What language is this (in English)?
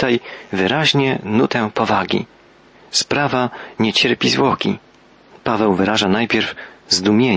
Polish